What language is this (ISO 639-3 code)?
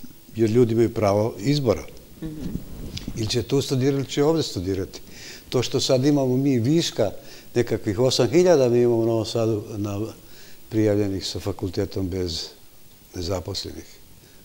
srp